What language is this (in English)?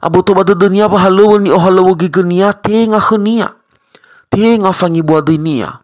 Nias